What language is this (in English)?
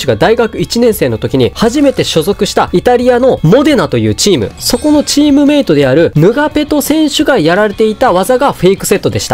Japanese